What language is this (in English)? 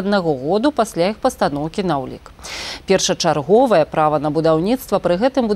Belarusian